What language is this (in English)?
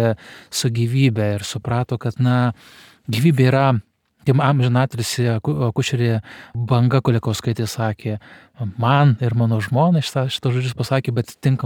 Lithuanian